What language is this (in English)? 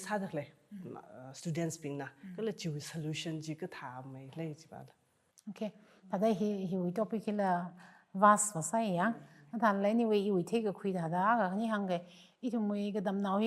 Tangkhul Naga (India)